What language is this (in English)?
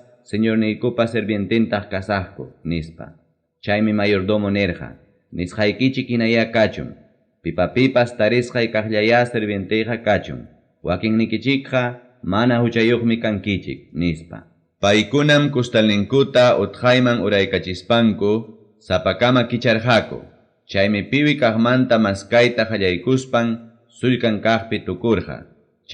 Ayacucho Quechua